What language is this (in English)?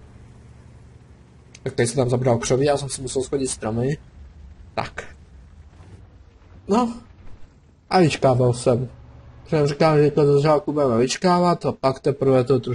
Czech